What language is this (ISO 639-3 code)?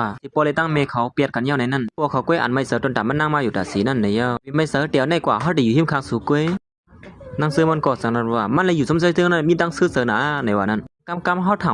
shn